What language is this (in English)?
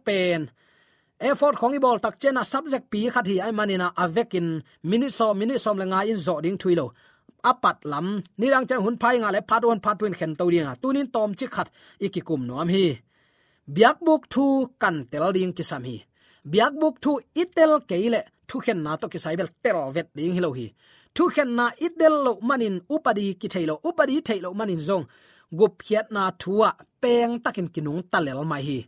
Tedim Chin